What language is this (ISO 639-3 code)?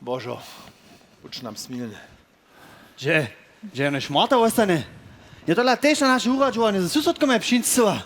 hsb